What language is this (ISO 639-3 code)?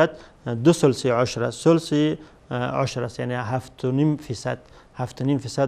fas